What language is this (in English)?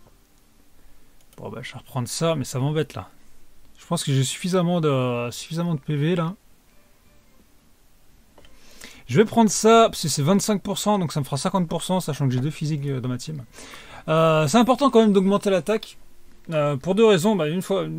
French